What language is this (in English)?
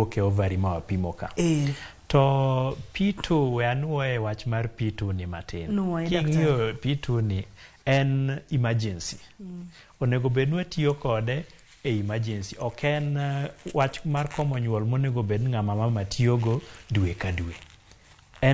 Luo (Kenya and Tanzania)